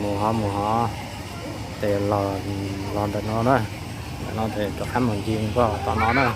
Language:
Hmong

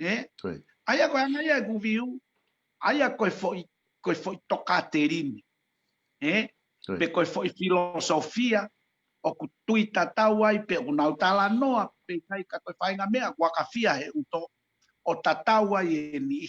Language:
Tongan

